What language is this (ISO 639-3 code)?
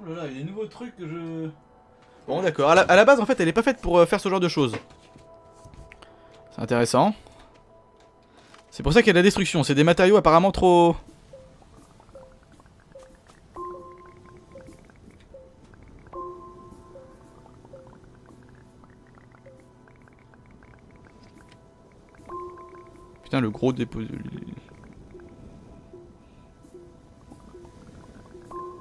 fra